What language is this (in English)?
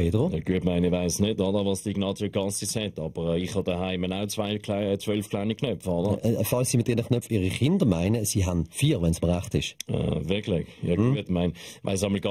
Swiss German